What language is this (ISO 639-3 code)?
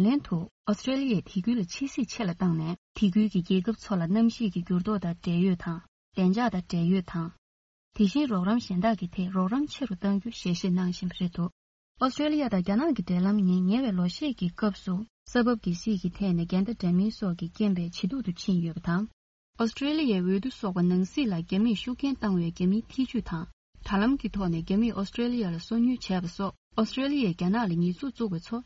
bod